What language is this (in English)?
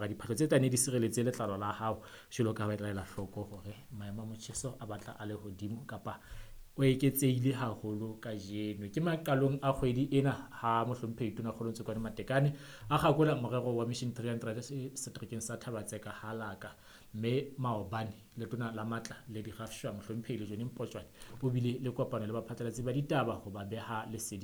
Southern Sotho